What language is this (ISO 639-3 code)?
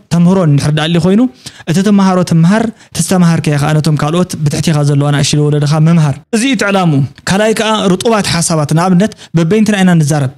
tir